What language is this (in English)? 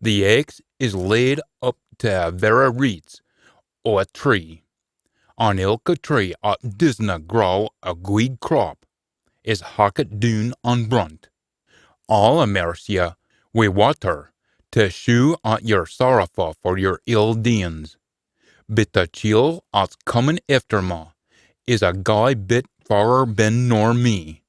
Scots